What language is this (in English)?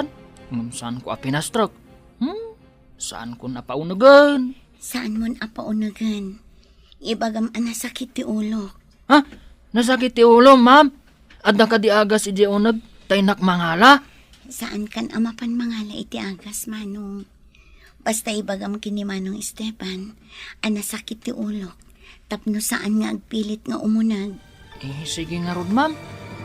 Iloko